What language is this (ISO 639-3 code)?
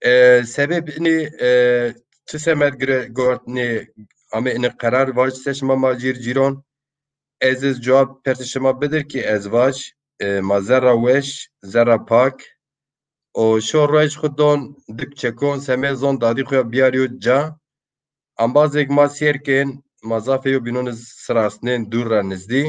zza